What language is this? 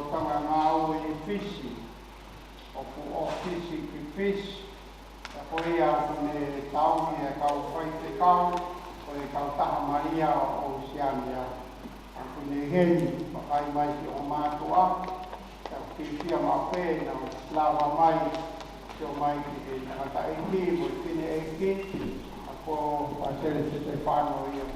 Tongan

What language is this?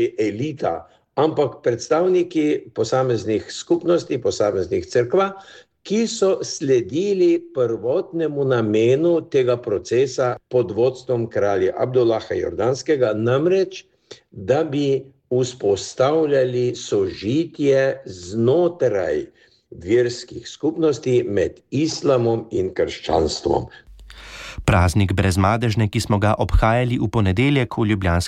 Slovenian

